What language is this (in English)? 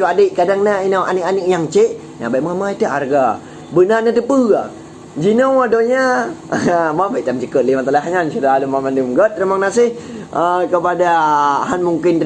Achinese